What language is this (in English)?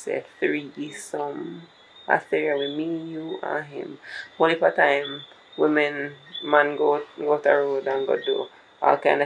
Jamaican Creole English